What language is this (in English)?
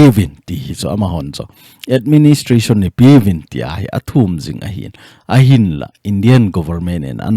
Thado Chin